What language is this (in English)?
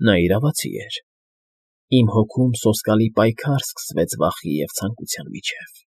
Armenian